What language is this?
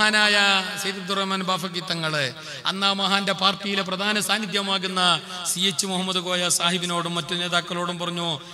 Malayalam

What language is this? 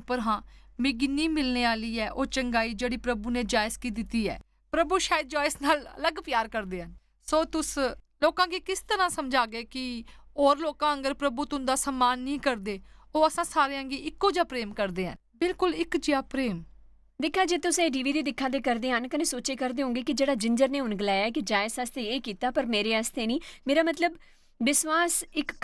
Dogri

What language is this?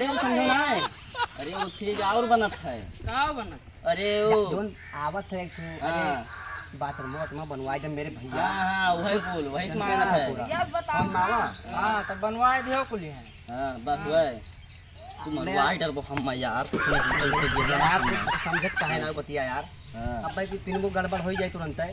Awadhi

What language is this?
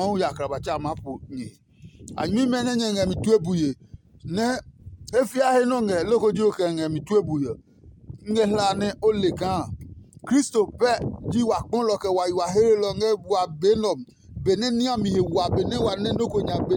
Adangme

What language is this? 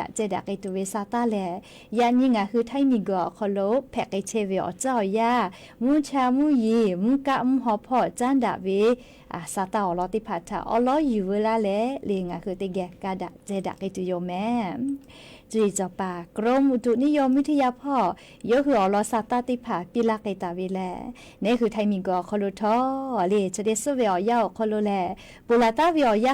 Lahu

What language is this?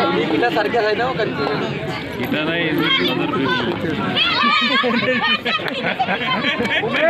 Marathi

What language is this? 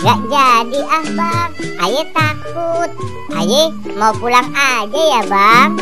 Betawi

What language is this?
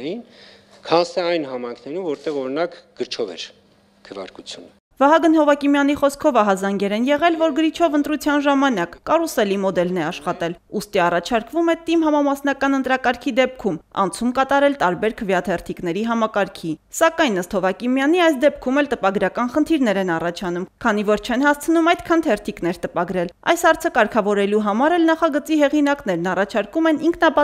Armenian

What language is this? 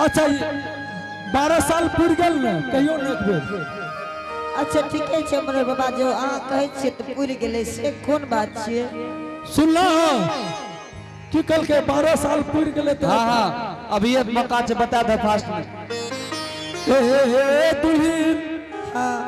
Angika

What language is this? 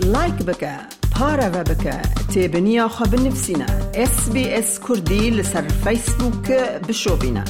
Kurdish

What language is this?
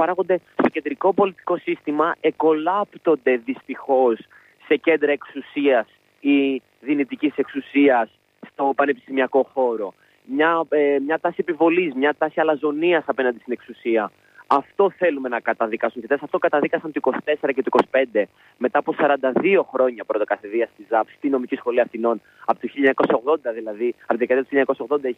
Greek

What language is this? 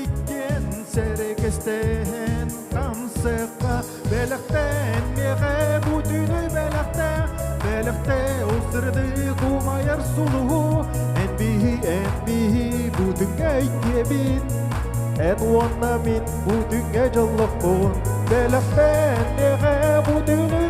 Yakut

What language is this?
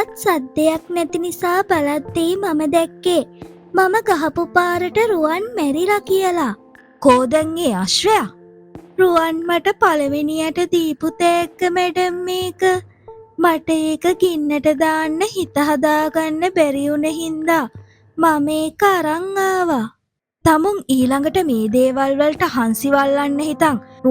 Sinhala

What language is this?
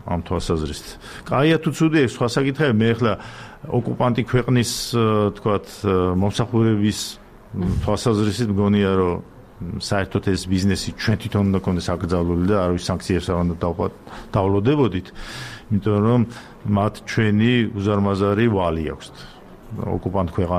Georgian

